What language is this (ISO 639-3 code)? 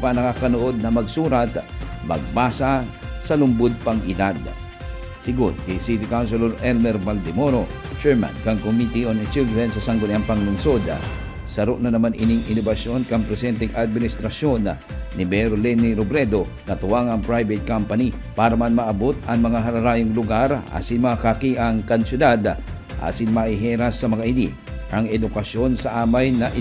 bik